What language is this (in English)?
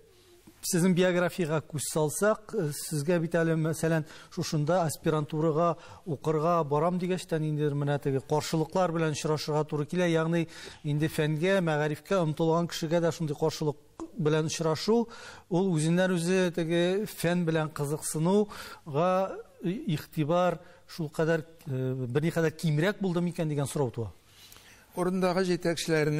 Tatar